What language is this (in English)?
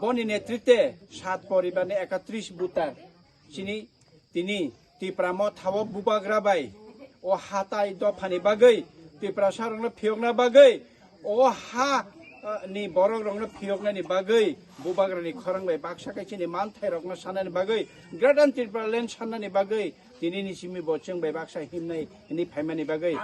Kok Borok